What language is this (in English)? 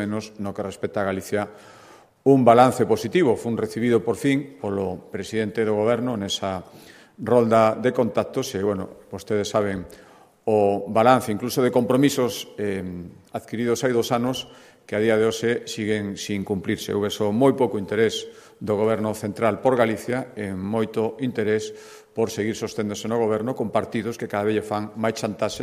Galician